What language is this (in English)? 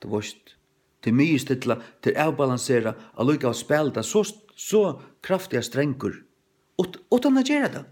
Faroese